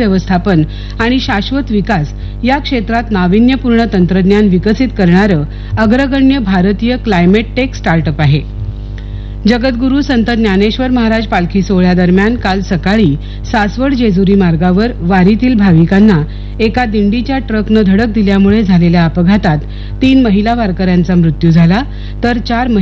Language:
Marathi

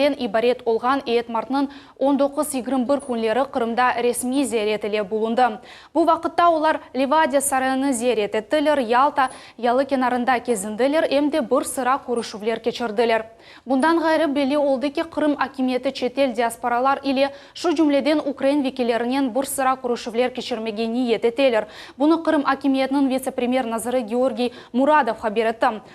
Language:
Crimean Tatar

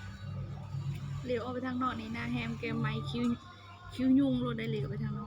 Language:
Lao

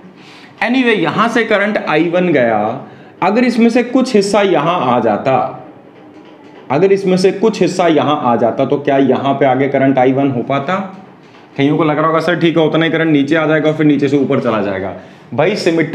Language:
Hindi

